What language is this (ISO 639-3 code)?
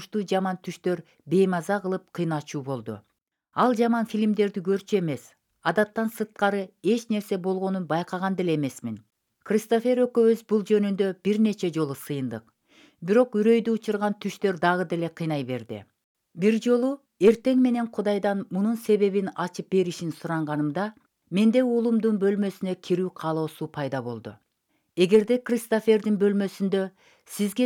kir